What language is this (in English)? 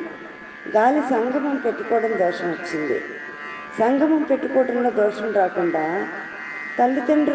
Telugu